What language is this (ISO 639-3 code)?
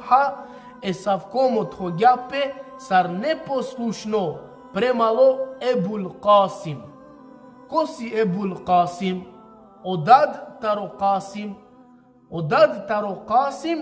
rmn